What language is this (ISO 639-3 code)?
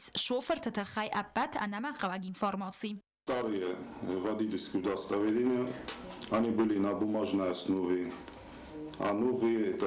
oss